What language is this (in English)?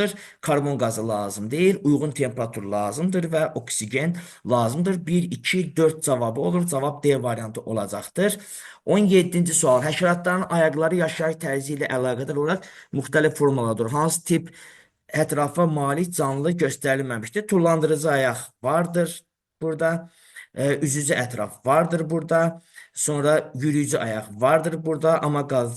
Azerbaijani